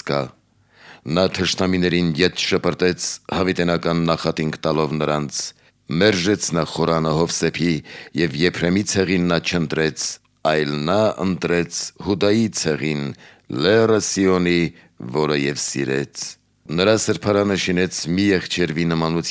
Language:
Armenian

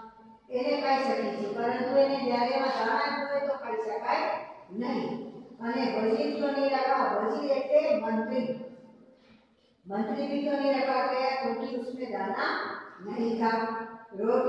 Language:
Gujarati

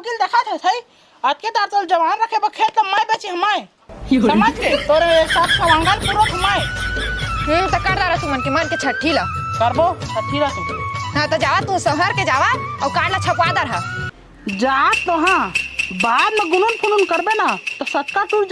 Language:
Chhattisgarhi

